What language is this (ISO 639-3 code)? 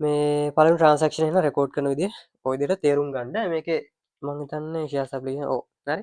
sin